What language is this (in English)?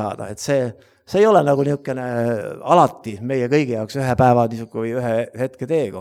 Estonian